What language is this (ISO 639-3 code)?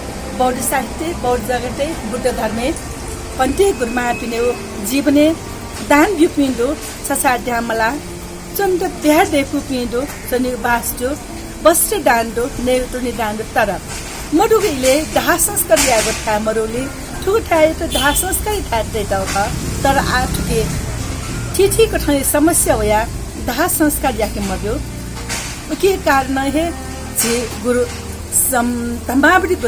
new